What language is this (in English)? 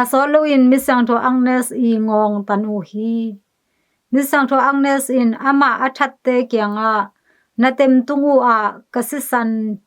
Tedim Chin